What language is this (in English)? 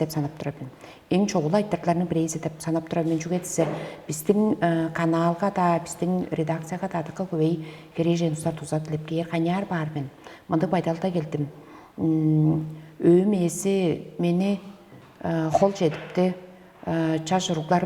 Tuvinian